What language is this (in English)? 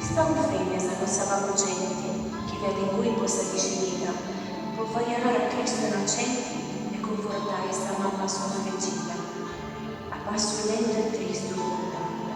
Sardinian